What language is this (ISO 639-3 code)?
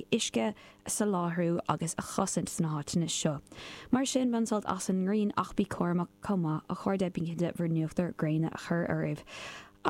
gle